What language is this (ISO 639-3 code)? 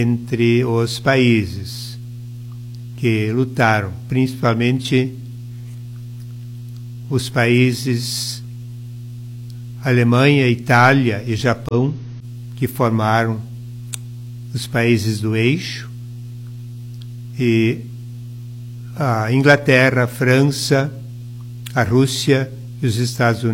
por